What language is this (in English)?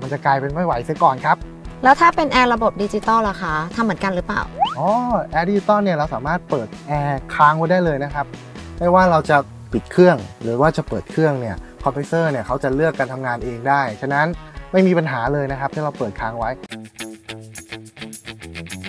Thai